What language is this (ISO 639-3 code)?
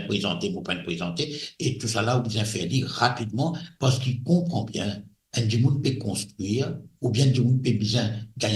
mfe